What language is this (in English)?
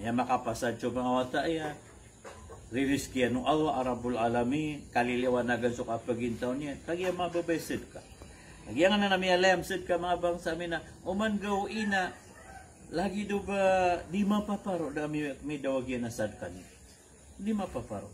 Maranao